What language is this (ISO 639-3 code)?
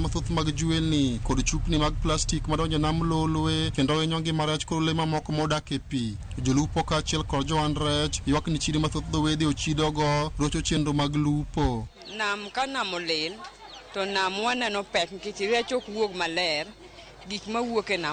luo